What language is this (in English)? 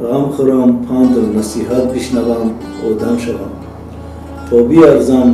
Tajik